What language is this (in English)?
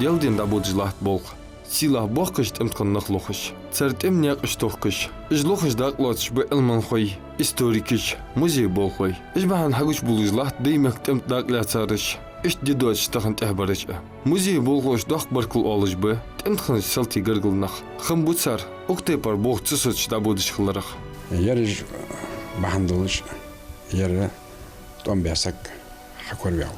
Ingush